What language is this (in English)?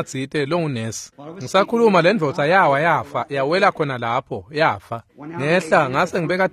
Swati